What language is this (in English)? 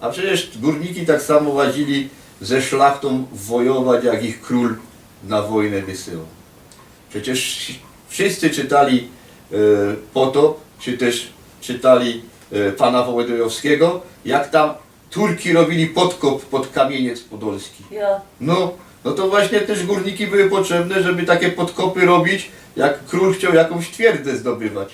Silesian